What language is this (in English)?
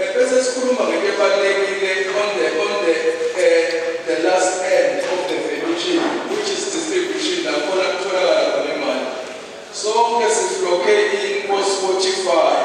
Zulu